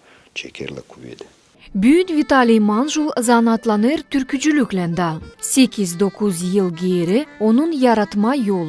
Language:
Gagauz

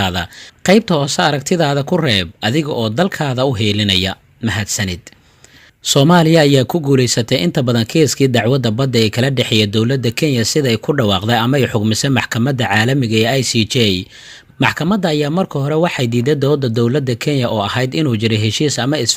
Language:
Somali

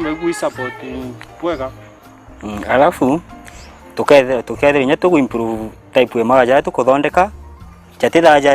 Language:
Meru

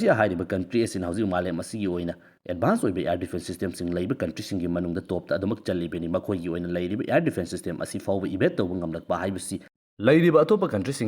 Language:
Manipuri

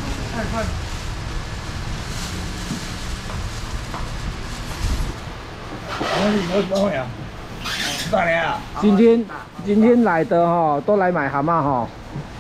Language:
Chinese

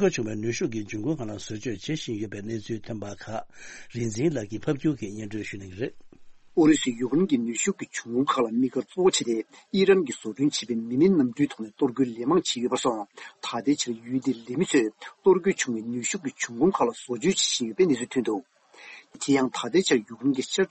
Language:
Tibetan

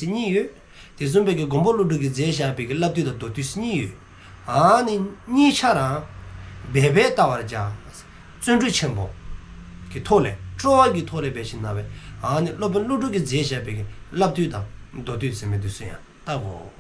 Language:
Dzongkha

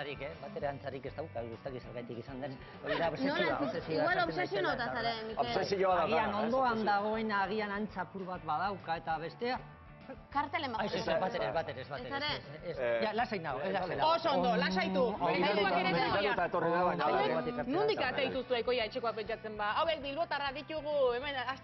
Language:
Basque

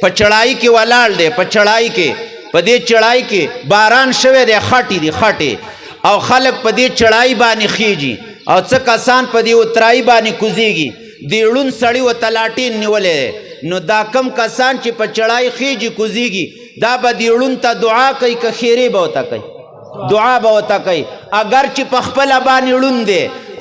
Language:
Pashto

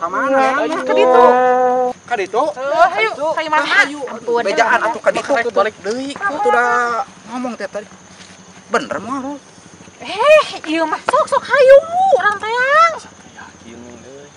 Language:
Sundanese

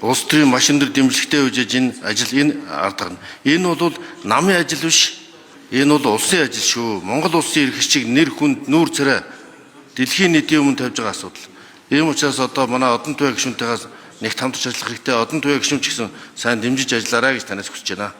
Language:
Mongolian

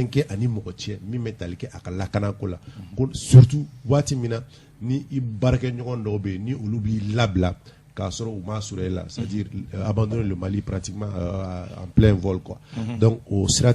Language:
Bambara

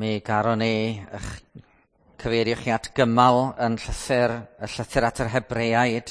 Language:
Welsh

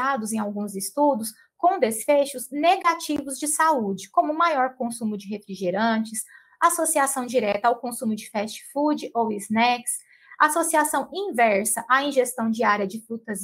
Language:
Portuguese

